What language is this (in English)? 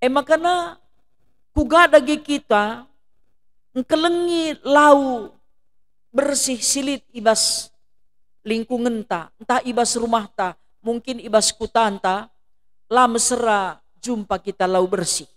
Batak Karo